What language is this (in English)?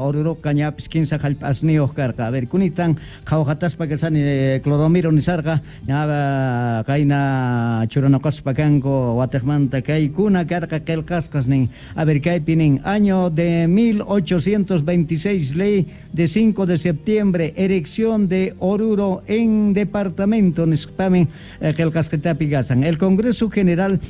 South Bolivian Quechua